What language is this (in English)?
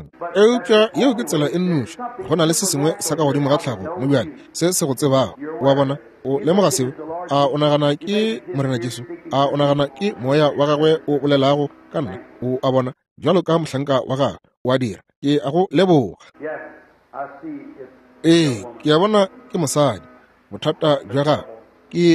Northern Sotho